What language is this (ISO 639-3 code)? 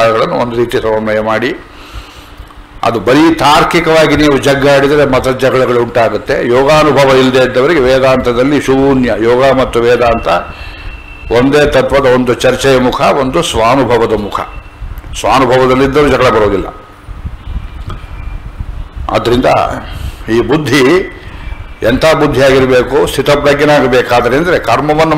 kan